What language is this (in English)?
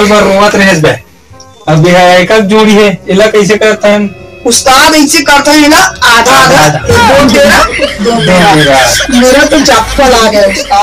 Chhattisgarhi